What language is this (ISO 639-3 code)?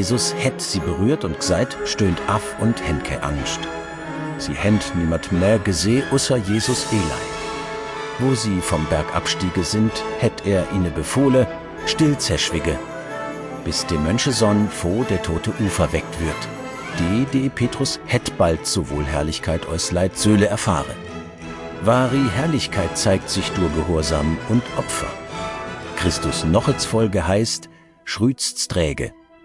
gsw